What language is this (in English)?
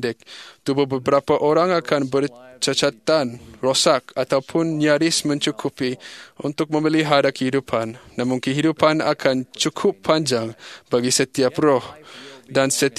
Malay